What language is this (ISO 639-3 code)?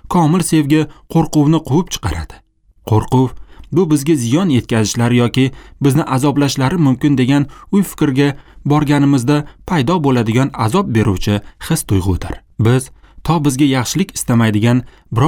uzb